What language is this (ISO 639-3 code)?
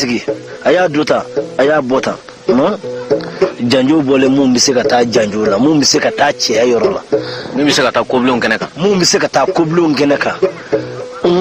bam